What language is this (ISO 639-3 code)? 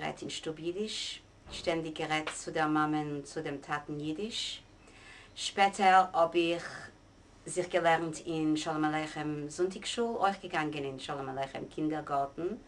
yid